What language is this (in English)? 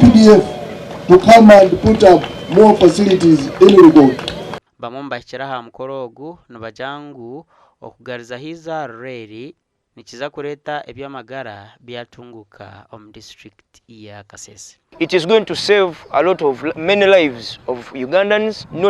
Nyankole